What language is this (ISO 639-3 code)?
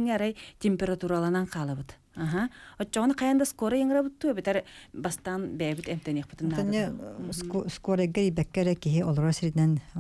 sah